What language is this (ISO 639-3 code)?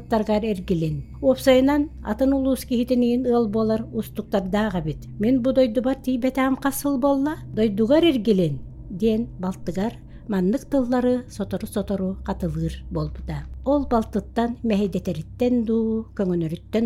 sah